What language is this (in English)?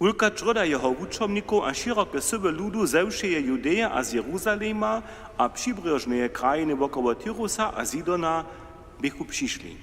Upper Sorbian